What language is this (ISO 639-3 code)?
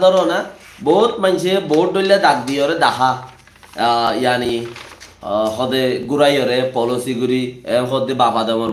rhg